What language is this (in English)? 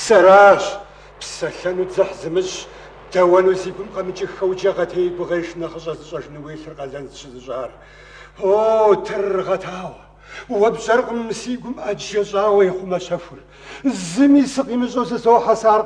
Kabardian